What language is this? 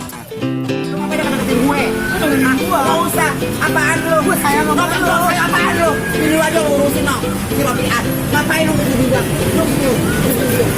Betawi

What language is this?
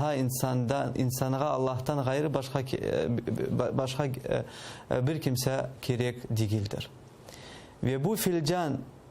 Crimean Tatar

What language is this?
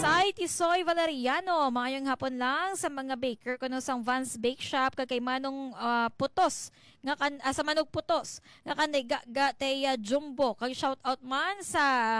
Hiligaynon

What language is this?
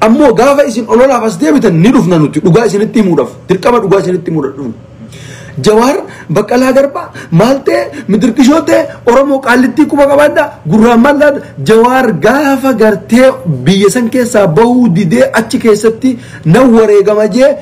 Oromo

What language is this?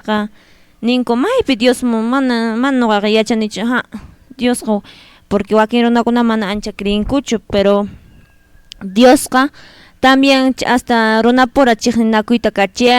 Quechua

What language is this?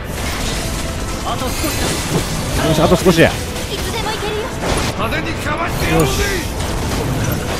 Japanese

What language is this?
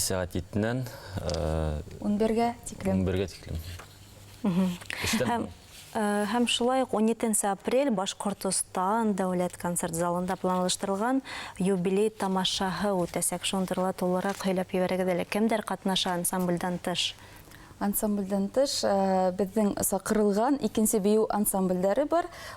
Bashkir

